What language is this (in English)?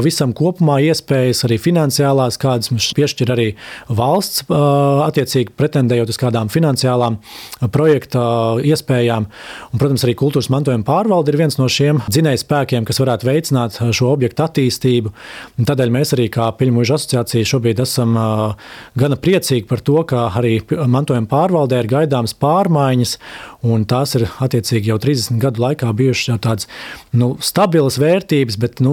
Latvian